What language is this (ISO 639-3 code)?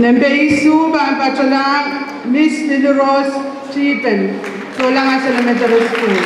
pon